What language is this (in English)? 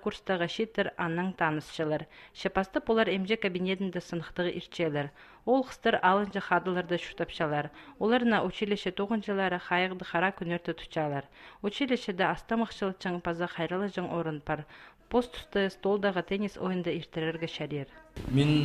Khakas